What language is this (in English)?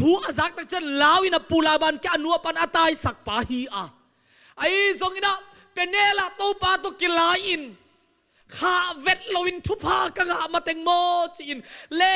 Tedim Chin